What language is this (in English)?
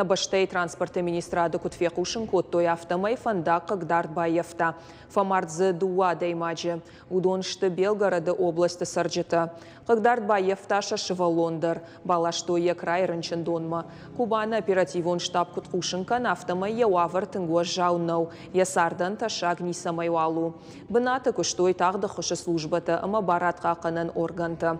Ossetic